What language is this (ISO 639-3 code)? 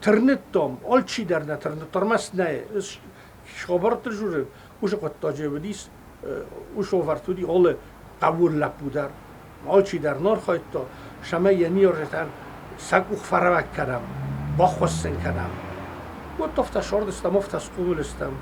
oss